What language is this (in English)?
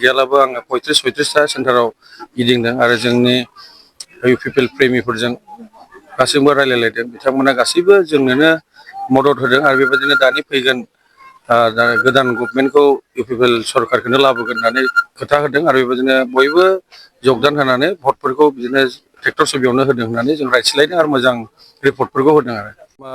Bodo